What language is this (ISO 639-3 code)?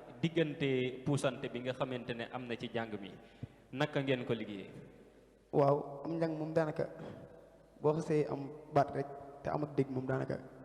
wol